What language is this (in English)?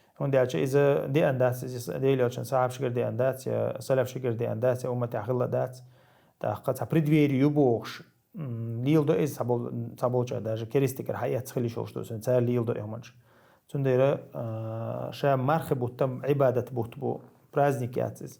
Chechen